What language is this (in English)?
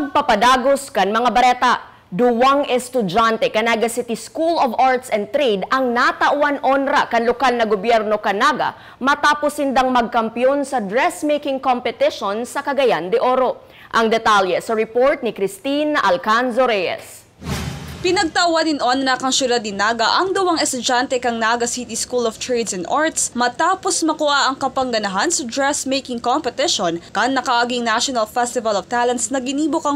Bikol